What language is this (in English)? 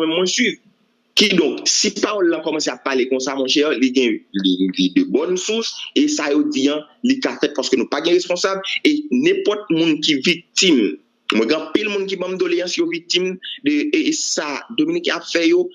Haitian Creole